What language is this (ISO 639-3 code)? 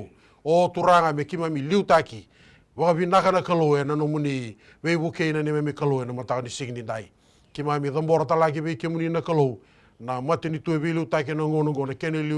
fij